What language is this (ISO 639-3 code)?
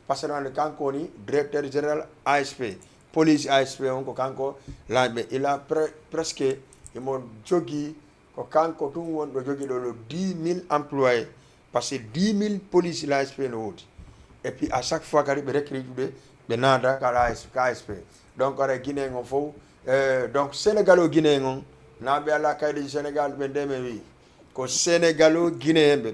ful